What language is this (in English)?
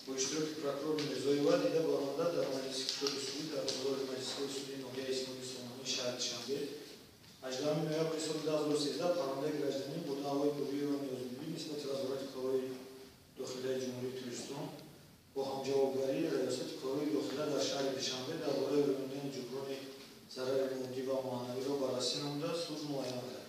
Tajik